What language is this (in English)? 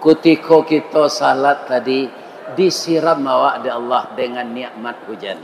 Minangkabau